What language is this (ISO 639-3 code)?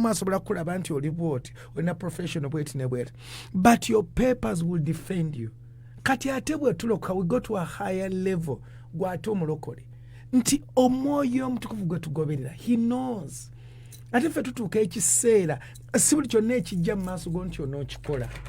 lug